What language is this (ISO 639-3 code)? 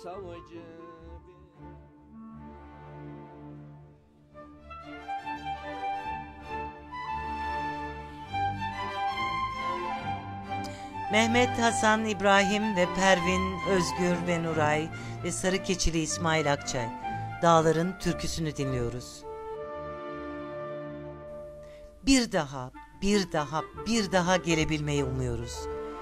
tur